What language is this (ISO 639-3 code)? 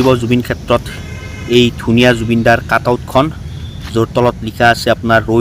asm